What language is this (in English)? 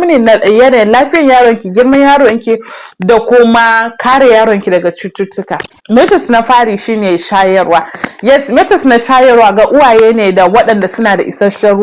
Hausa